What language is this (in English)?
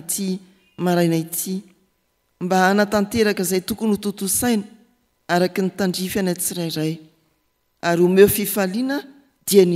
Malagasy